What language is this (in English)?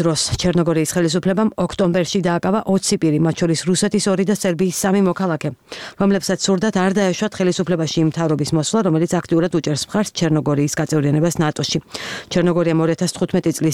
Georgian